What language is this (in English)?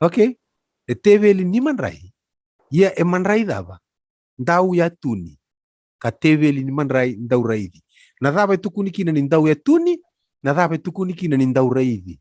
Fijian